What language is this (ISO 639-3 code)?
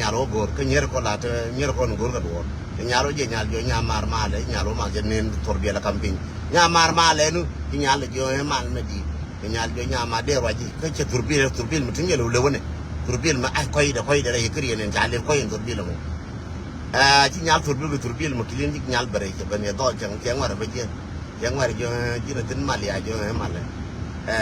nus